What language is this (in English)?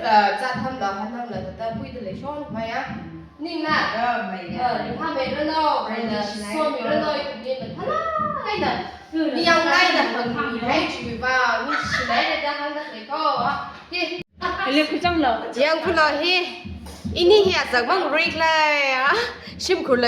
Tangkhul Naga (India)